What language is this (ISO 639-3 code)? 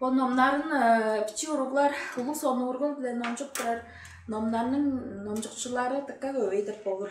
tyv